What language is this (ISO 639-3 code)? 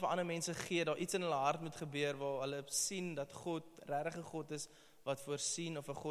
afr